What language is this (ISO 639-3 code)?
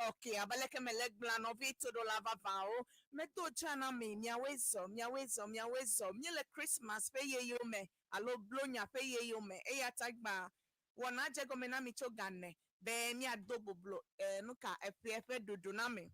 ewe